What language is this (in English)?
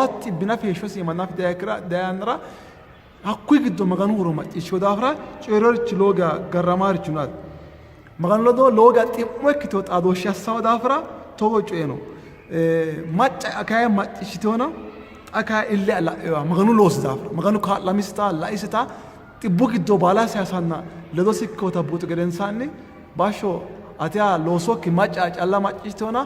Sidamo